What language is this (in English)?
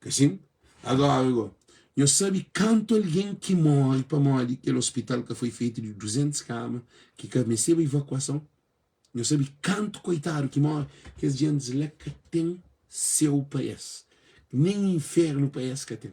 Kabuverdianu